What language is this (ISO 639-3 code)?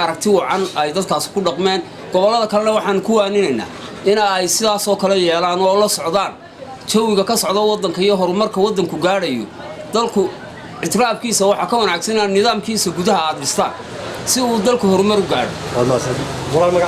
som